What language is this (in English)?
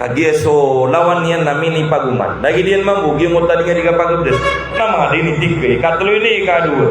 Maranao